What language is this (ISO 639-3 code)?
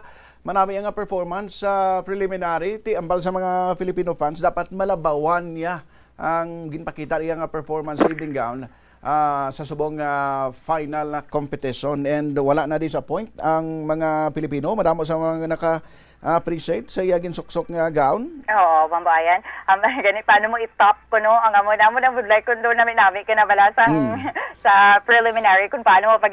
hil